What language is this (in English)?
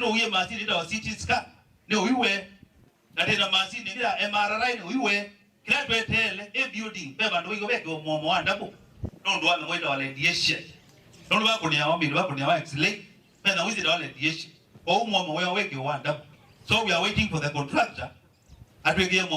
Kamba